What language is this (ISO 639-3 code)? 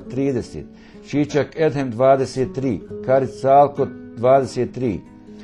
bos